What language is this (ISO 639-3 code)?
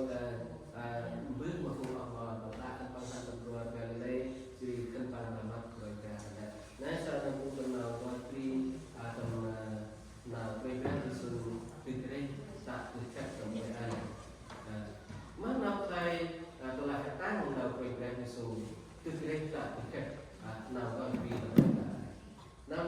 cmo